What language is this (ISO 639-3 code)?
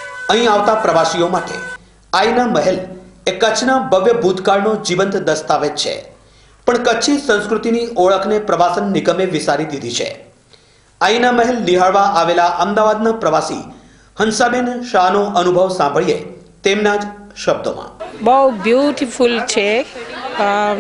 guj